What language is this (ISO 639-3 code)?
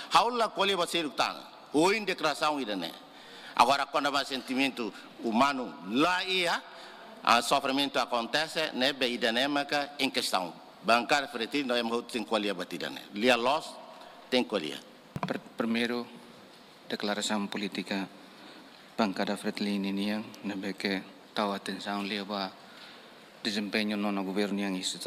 tet